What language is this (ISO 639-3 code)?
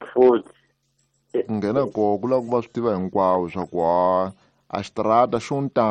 tso